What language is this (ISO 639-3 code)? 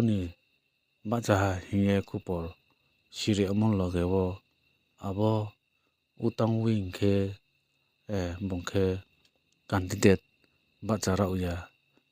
ria